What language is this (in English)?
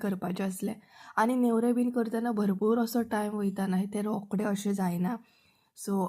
Konkani